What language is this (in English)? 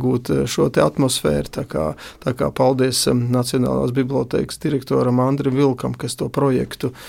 Latvian